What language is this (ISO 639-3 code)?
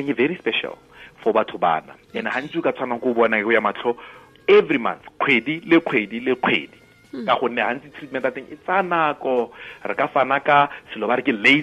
tsn